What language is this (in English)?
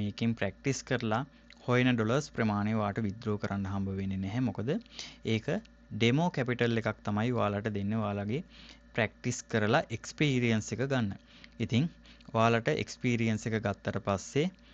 Sinhala